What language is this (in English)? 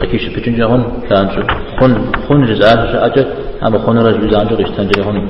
Kabardian